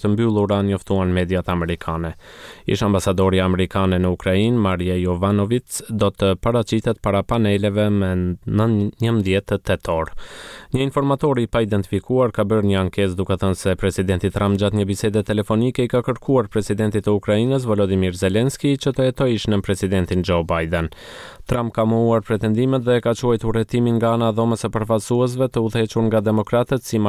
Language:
Albanian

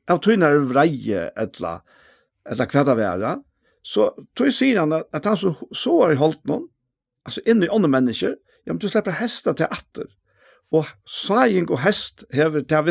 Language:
Faroese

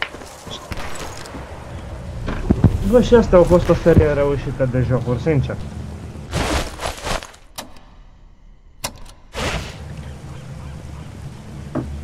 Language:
Romanian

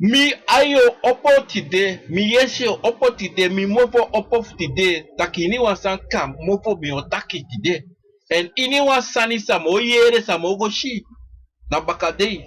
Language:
Sranan Tongo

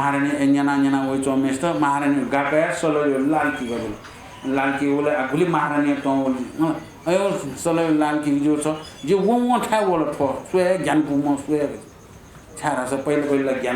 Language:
Newari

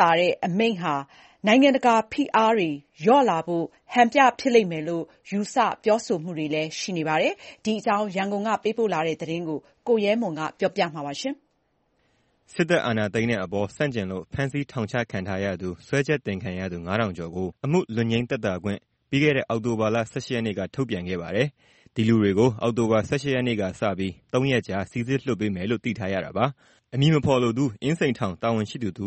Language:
Burmese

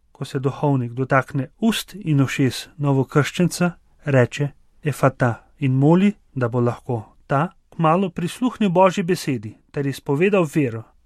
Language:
Slovenian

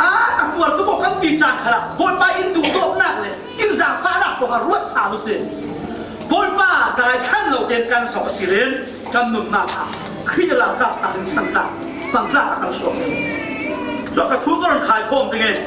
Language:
Falam Chin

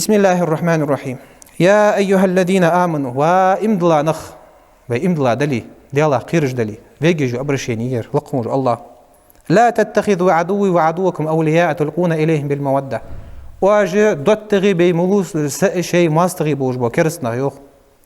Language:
Ingush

